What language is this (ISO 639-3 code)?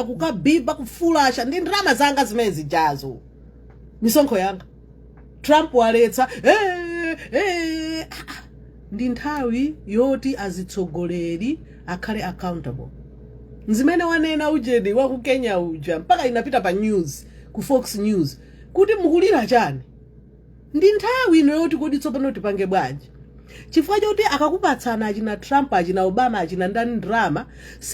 nya